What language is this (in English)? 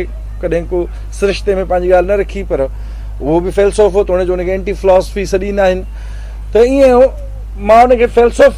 Sindhi